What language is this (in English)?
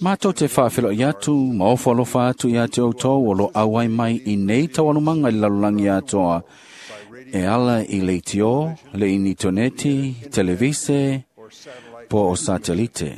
Samoan